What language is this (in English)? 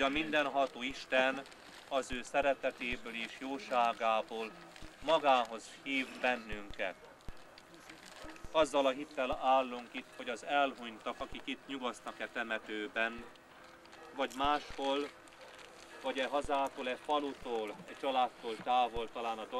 Hungarian